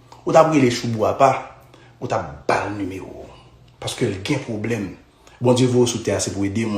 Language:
Haitian Creole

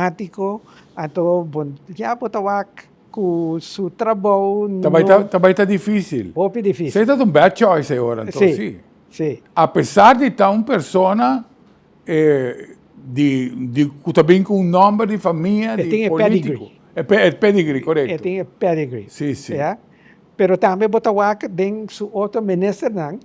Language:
Papiamento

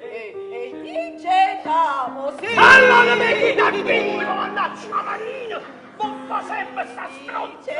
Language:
Neapolitan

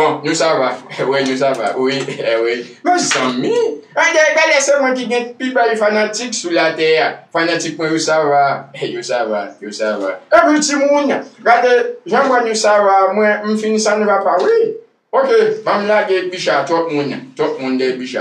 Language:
Haitian Creole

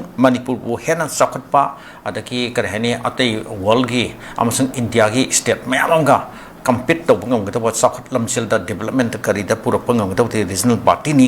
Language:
Manipuri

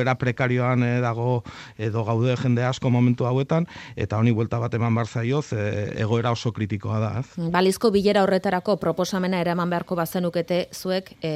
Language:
Basque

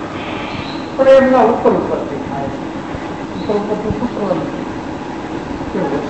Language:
Gujarati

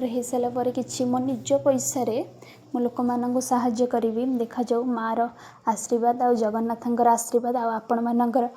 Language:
Odia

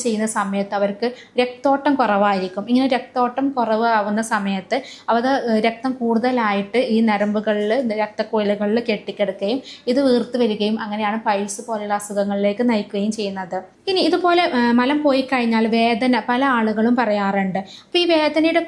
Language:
Malayalam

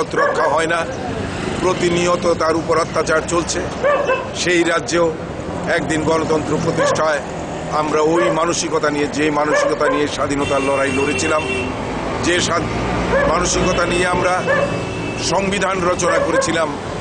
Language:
Bangla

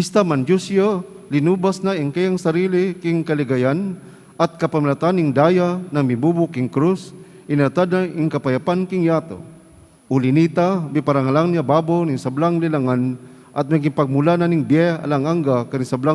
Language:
Pampanga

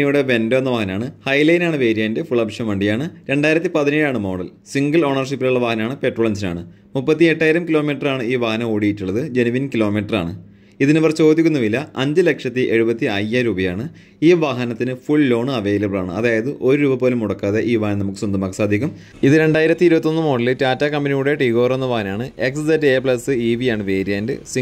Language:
Malayalam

